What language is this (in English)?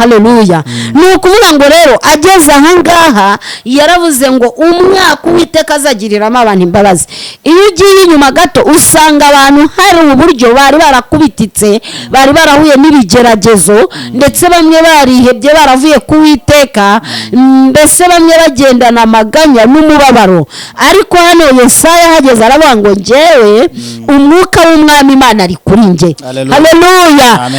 Kinyarwanda